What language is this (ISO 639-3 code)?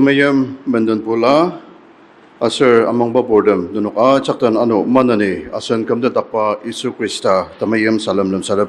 njo